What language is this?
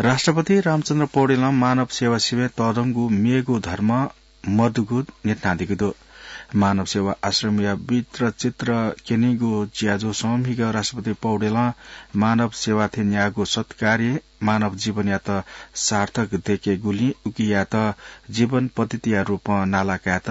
Newari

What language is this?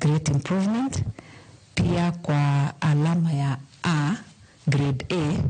Luo (Kenya and Tanzania)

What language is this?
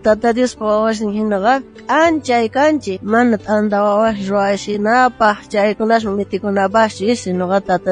South Bolivian Quechua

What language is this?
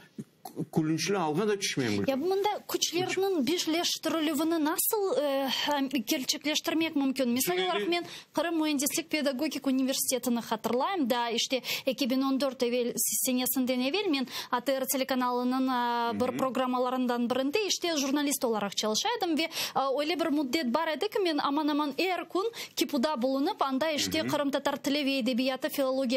Crimean Tatar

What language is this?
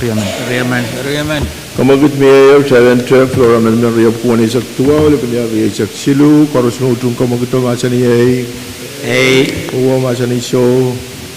Pohnpeian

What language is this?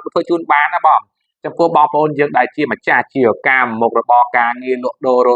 Khmer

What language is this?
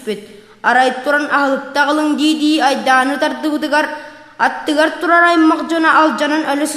Yakut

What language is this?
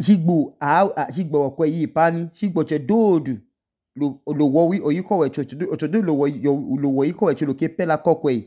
Idoma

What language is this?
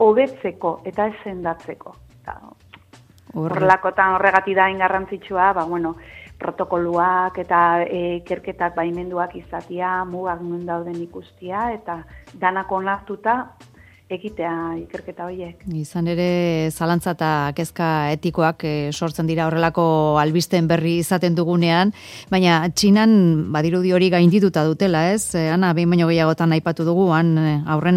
Basque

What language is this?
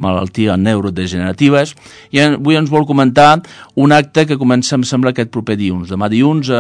Catalan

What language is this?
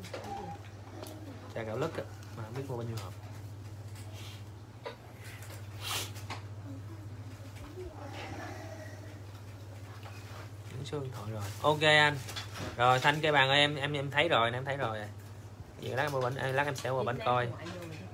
Vietnamese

